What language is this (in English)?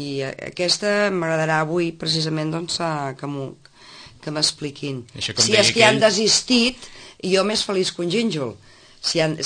Catalan